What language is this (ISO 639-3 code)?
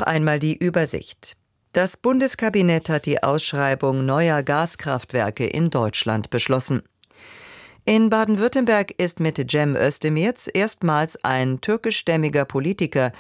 deu